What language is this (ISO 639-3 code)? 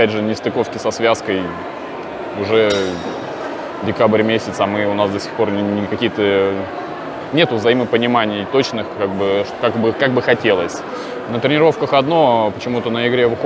rus